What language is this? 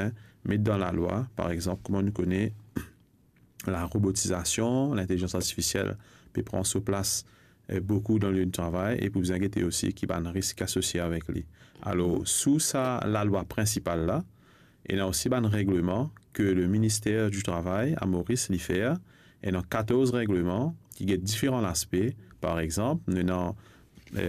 Morisyen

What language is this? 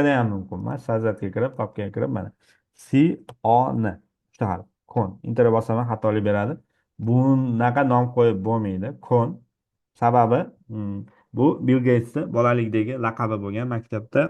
Uzbek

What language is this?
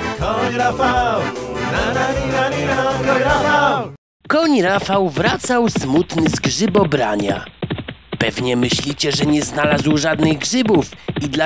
Polish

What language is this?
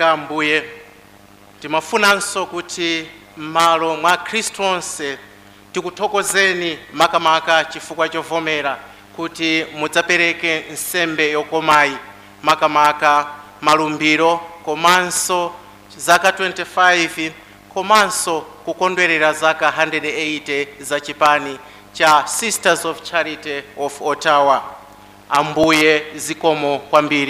Nyanja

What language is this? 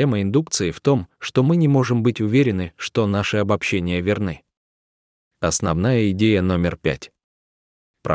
Russian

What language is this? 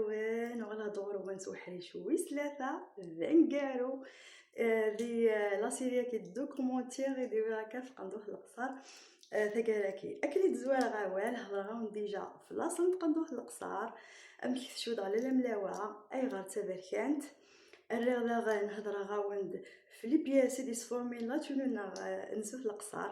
Kabyle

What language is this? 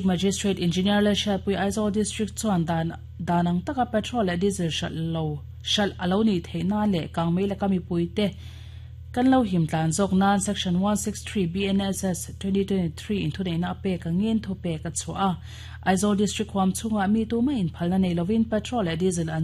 Mizo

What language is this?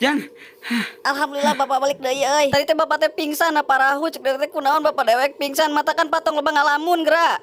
Sundanese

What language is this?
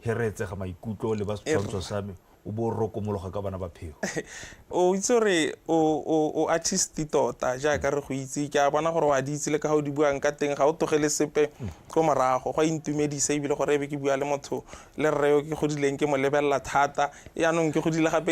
Tswana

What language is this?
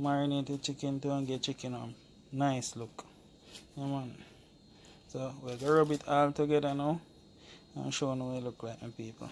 Jamaican Creole English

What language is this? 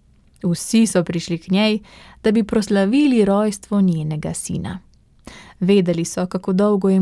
Slovenian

